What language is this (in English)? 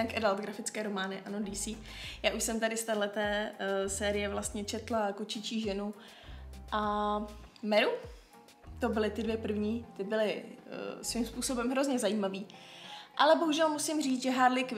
Czech